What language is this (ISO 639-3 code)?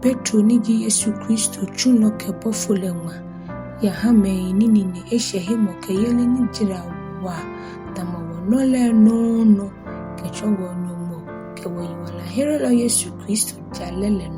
gaa